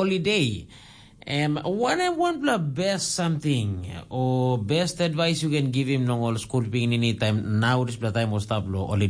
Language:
Tok Pisin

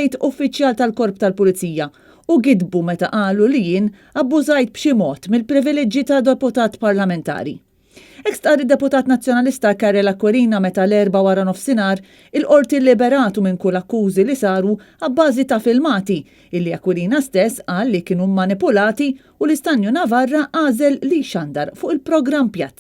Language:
Maltese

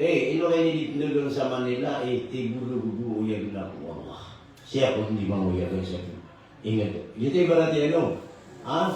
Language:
Maranao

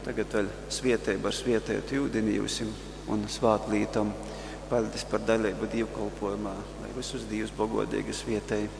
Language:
Latgalian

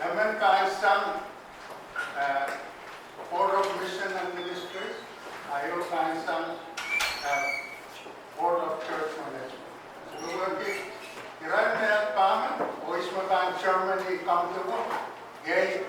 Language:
Pohnpeian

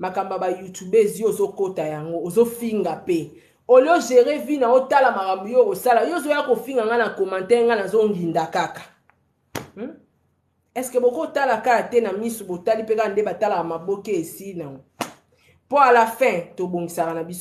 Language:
Lingala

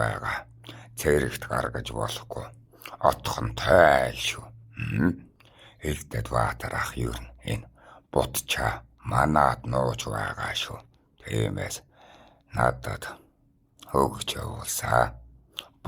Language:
Mongolian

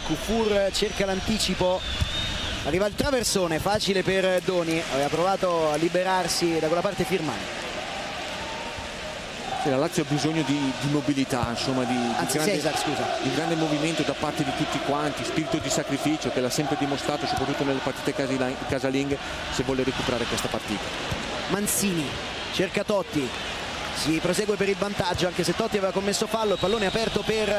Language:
Italian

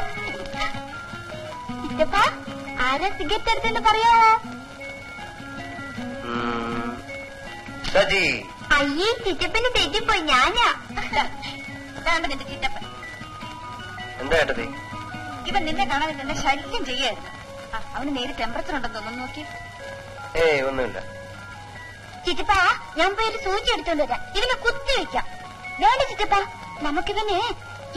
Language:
Malayalam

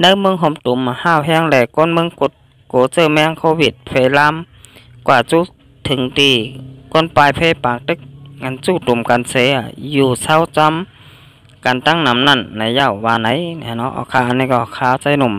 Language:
Shan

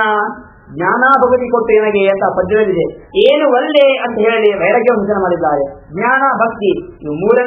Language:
Kannada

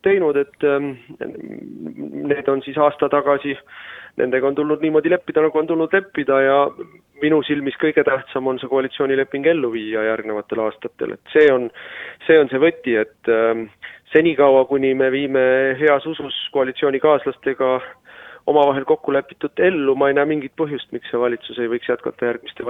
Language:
Estonian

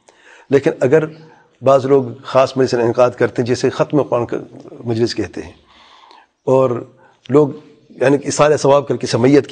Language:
Urdu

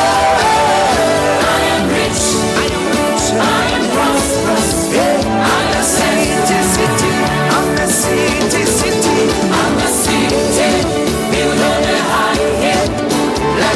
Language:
Tongan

